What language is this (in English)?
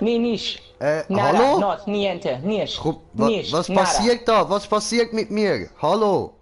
Swiss German